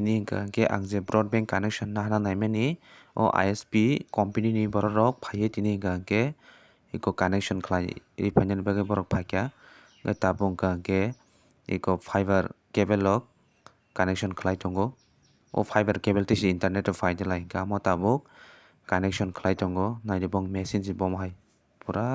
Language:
Kok Borok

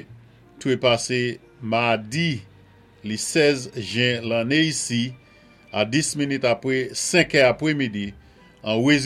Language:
Saint Lucian Creole French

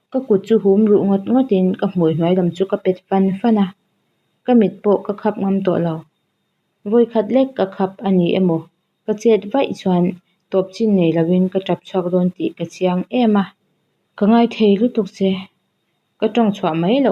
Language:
Mizo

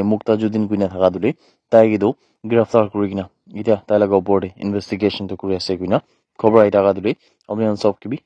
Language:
Naga Pidgin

